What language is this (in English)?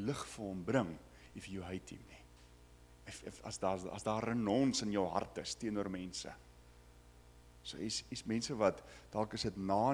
Afrikaans